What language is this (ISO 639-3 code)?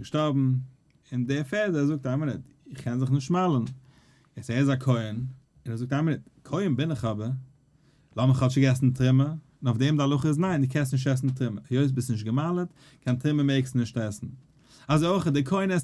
yid